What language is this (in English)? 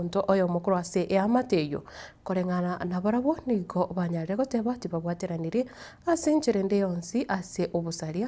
Gusii